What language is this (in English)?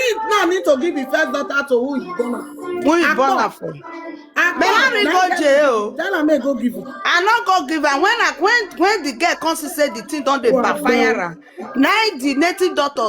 Nigerian Pidgin